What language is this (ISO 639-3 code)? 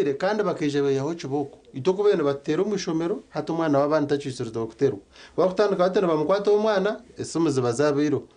nyn